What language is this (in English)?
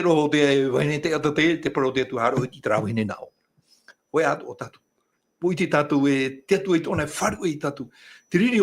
Tahitian